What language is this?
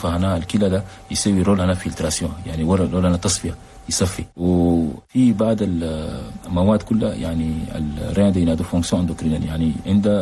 Chadian Arabic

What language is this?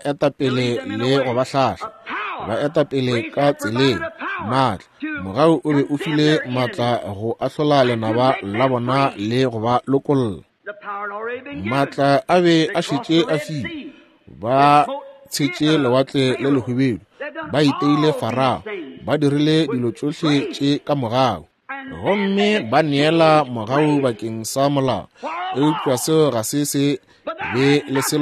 Northern Sotho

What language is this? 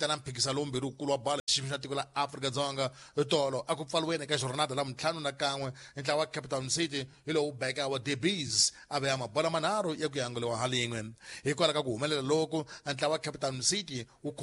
Tsonga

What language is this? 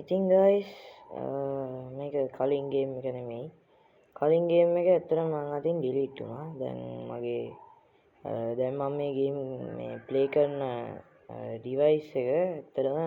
Sinhala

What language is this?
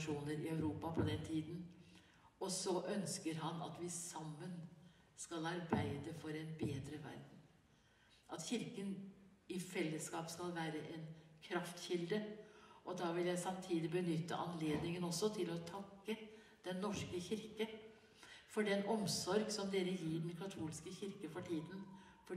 Norwegian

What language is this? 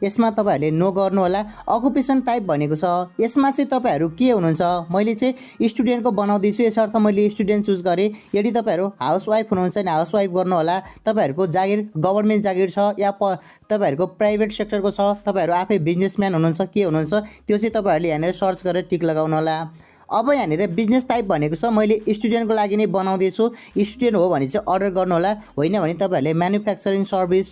Nepali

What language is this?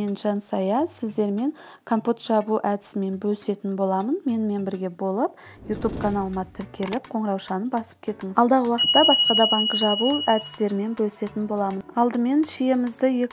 Kazakh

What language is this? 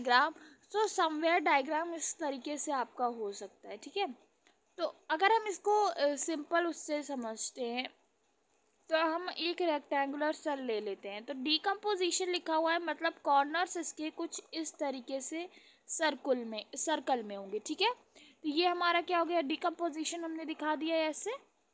Hindi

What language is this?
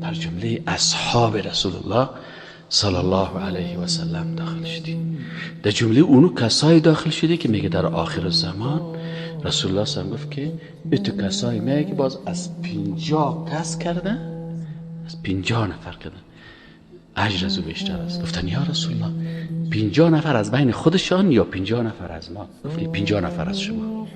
Persian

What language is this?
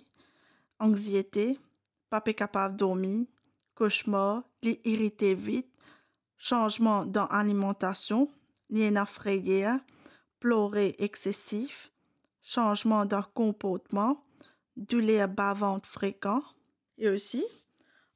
Morisyen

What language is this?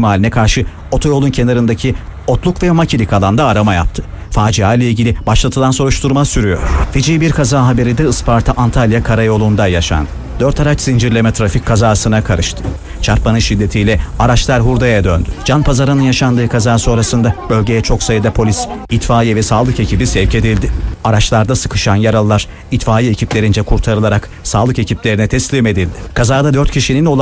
Turkish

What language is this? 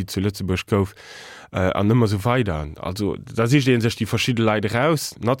Luxembourgish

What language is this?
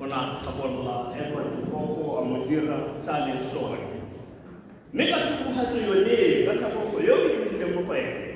Tswana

